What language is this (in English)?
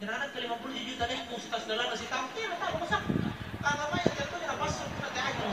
Makasar